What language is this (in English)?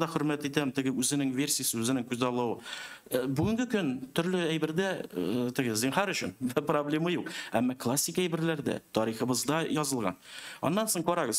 Tatar